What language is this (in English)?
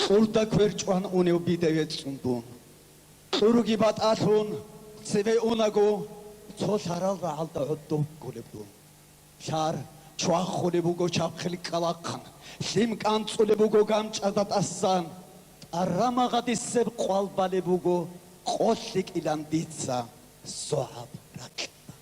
Avaric